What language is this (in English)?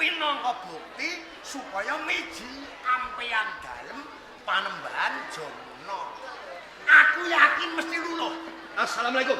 Javanese